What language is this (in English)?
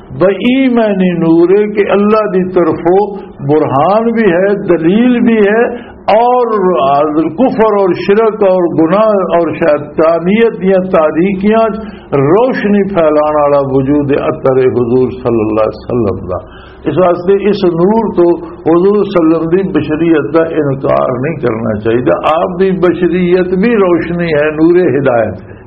Western Panjabi